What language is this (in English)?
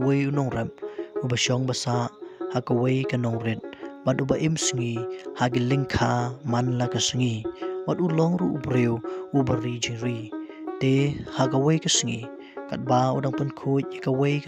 Khasi